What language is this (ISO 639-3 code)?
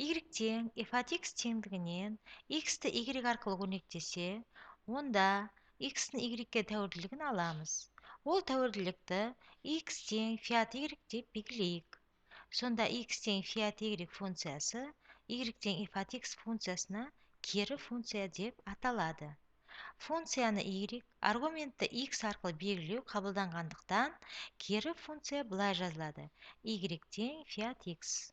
kaz